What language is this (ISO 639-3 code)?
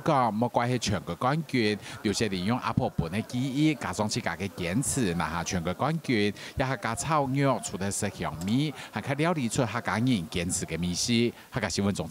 hak